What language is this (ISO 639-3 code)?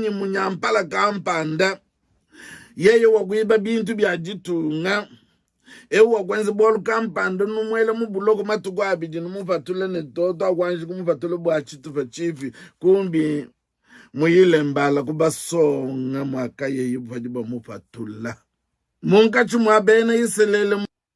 lua